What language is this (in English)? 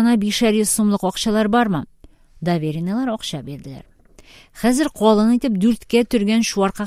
Tatar